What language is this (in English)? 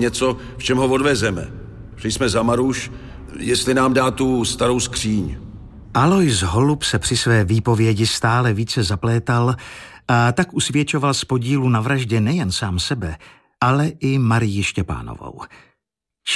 Czech